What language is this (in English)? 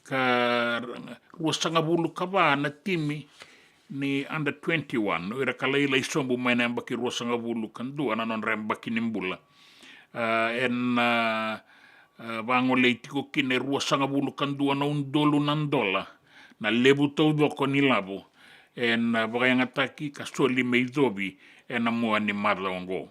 Fijian